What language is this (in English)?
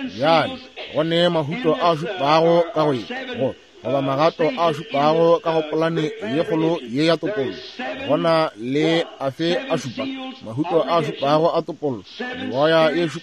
Northern Sotho